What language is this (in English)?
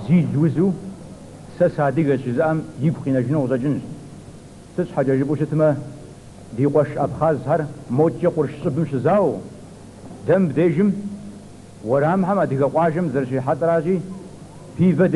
Kabardian